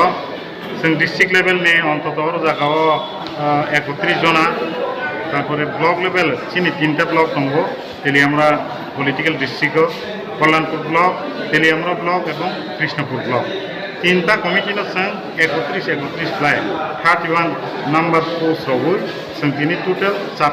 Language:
Kok Borok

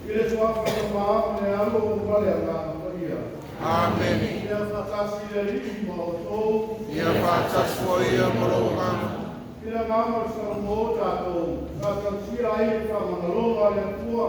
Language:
Samoan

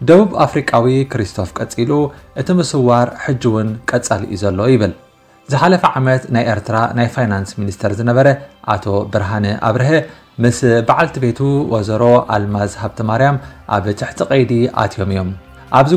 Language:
Tigrinya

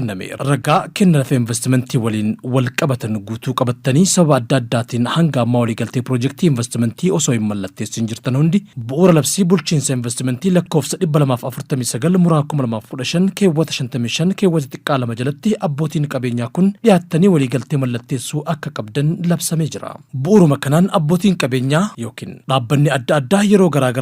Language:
Oromo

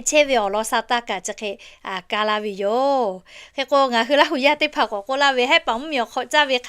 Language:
Lahu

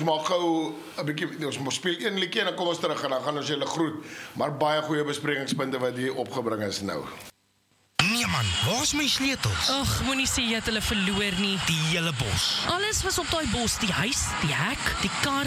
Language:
Afrikaans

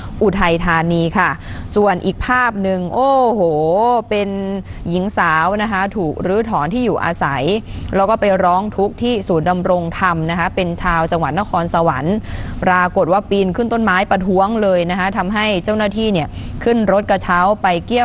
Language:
Thai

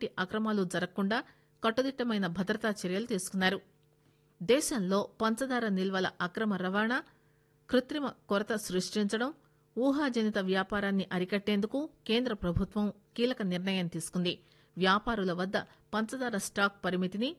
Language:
Telugu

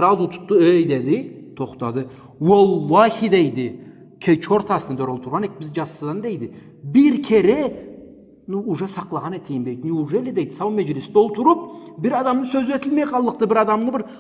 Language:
Karachay-Balkar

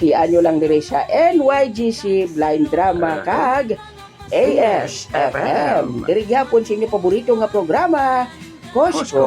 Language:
Hiligaynon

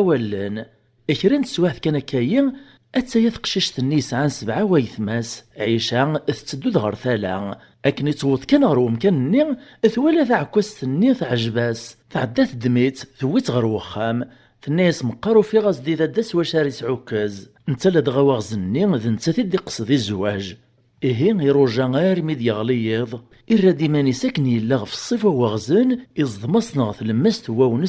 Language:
Kabyle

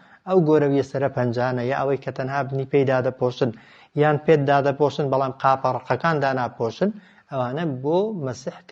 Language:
Central Kurdish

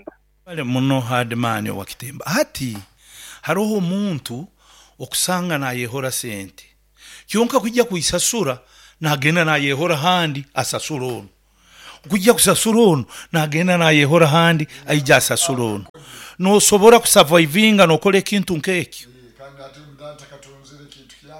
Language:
Nyoro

